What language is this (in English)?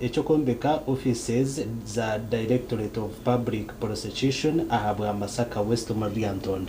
Nyankole